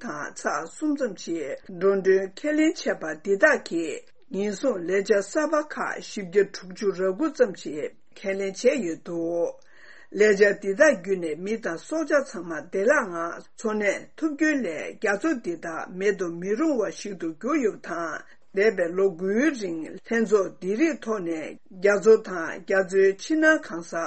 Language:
Tibetan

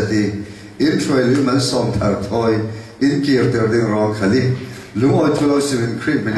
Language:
Falam Chin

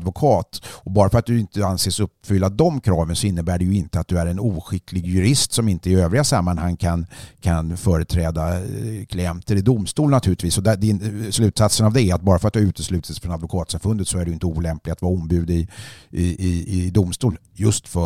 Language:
Swedish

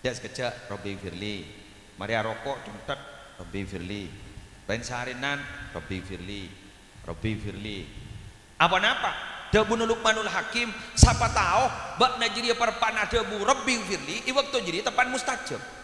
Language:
Madurese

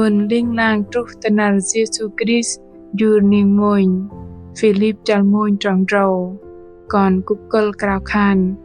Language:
Bahnar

